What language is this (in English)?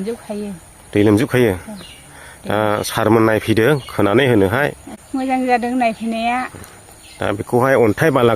Bodo